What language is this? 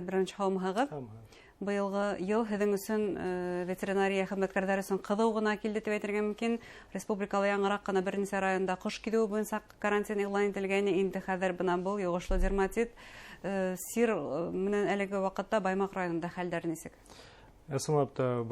Bashkir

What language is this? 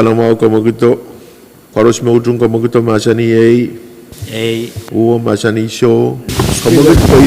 Pohnpeian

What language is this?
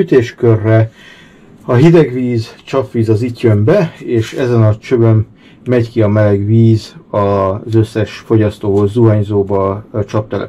Hungarian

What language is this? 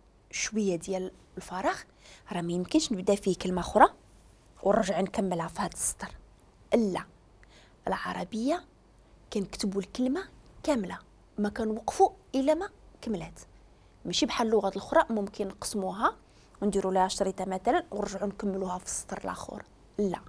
Moroccan Arabic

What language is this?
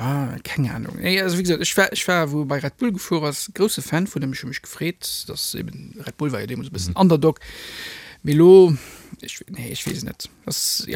Luxembourgish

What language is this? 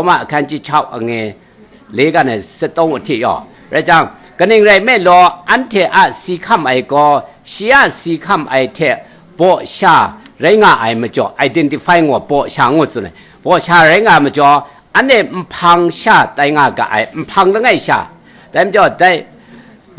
Kachin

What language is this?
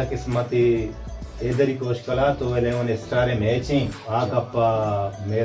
Baluchi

